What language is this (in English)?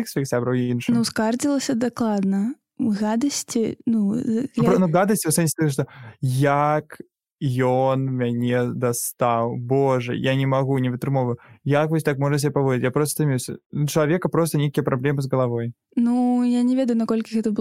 Belarusian